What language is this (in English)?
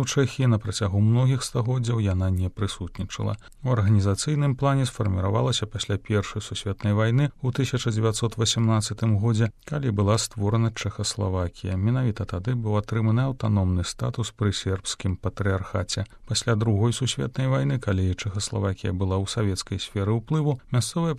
Belarusian